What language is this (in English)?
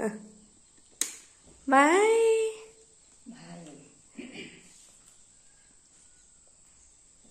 Kannada